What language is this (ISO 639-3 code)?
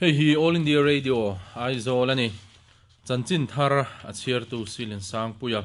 lus